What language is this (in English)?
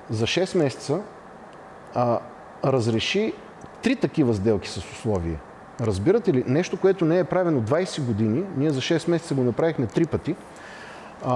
Bulgarian